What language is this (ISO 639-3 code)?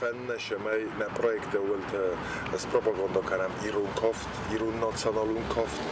oss